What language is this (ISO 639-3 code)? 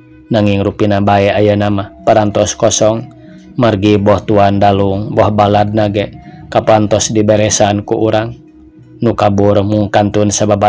sun